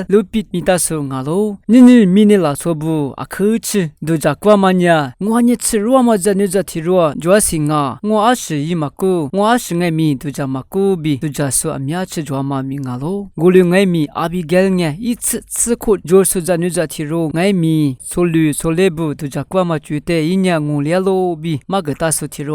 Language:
Lisu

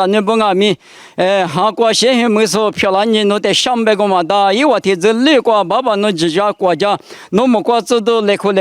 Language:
Lisu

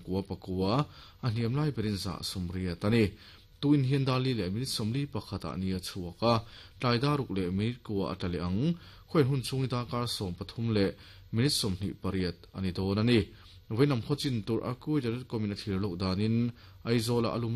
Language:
Mizo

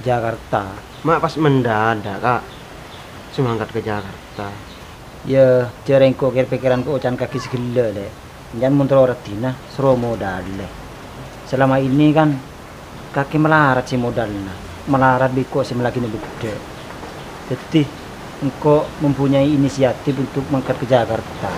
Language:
Madurese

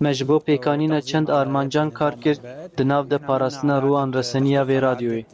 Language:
Kurdish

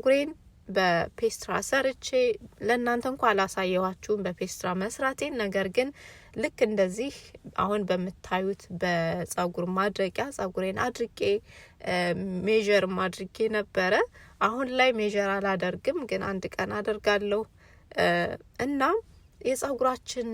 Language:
Amharic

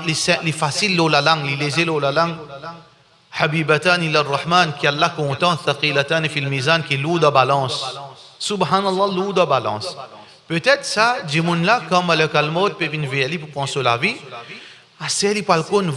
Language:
Morisyen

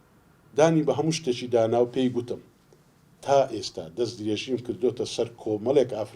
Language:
Central Kurdish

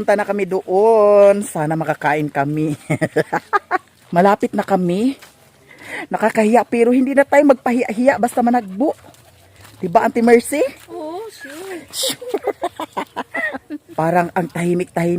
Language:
Cebuano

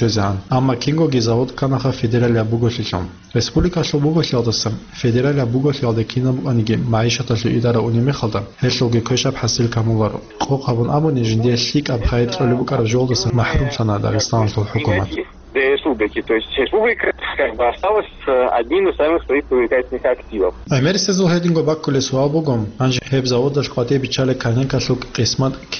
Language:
Avaric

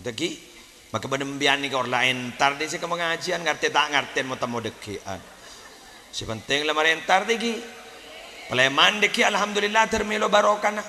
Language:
Madurese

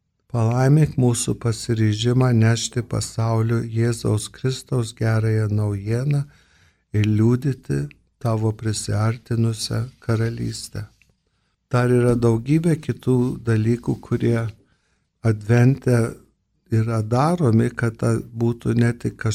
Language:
Lithuanian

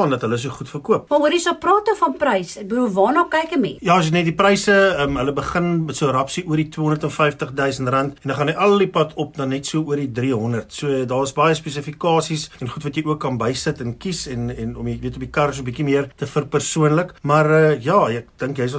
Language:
Afrikaans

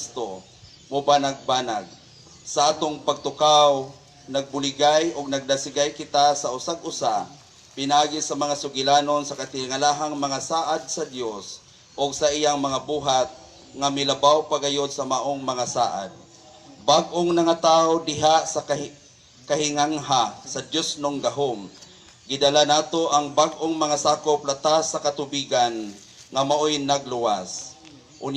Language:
Cebuano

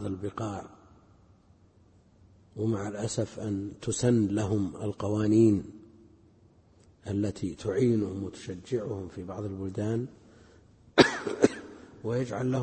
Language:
Arabic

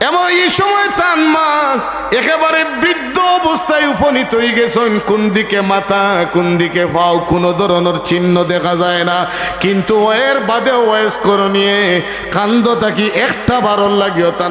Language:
Sylheti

